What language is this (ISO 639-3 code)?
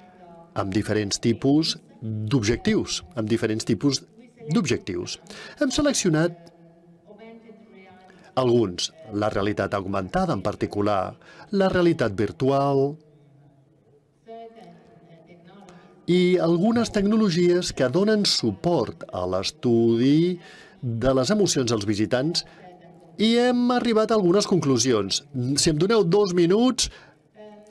cat